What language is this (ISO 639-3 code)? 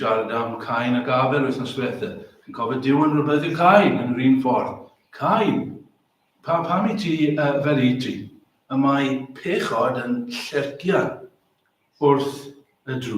cym